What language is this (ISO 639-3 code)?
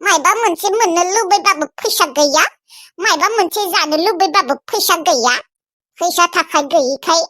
brx